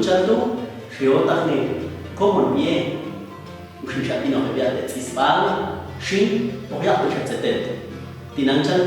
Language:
Popti'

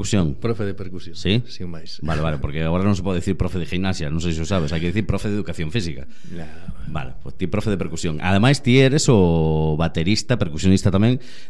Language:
Galician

